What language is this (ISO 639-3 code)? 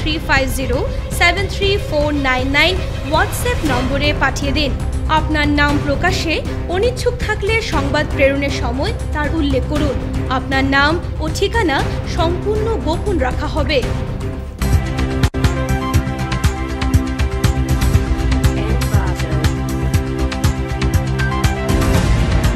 ben